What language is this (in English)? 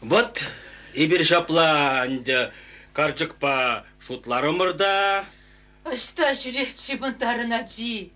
Chuvash